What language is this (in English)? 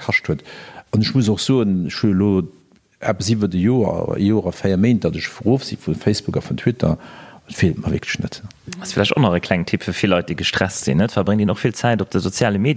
Luxembourgish